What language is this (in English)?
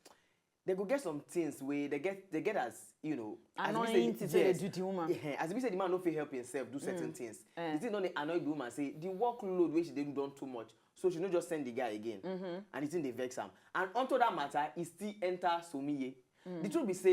Nigerian Pidgin